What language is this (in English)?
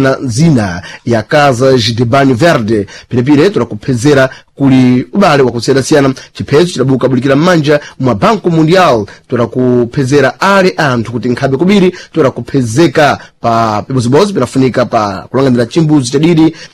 Sena